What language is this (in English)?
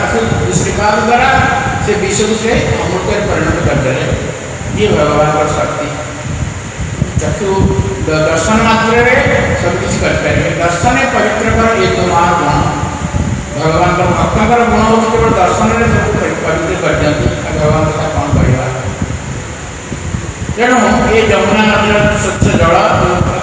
Odia